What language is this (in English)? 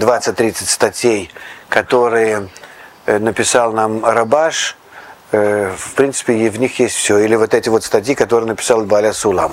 Russian